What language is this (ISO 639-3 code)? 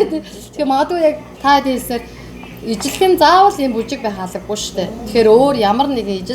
mon